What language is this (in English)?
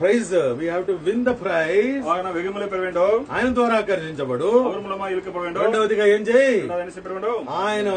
Telugu